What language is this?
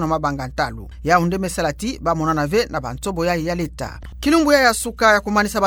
Kituba (Democratic Republic of Congo)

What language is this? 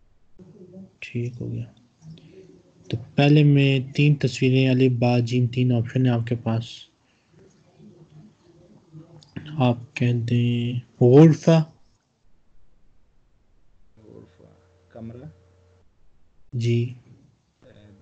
Urdu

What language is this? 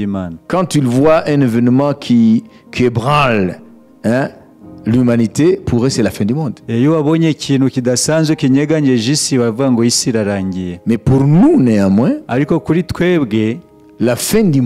Kinyarwanda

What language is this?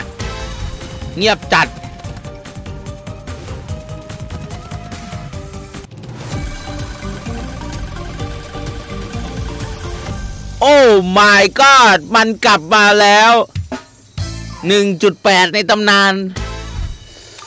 Thai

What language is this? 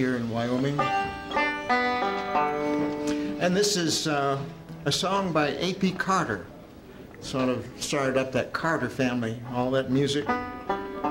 English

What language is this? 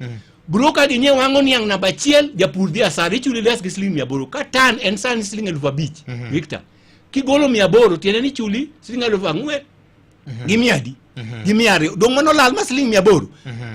Luo (Kenya and Tanzania)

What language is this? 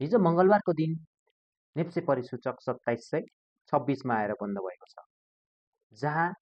Nepali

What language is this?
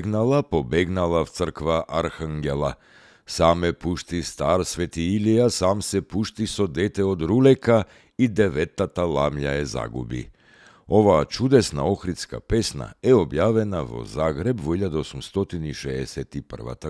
Macedonian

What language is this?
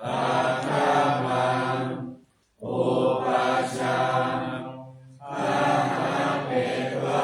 Pali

